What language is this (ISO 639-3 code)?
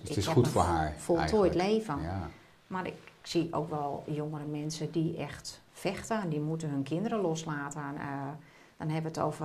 nld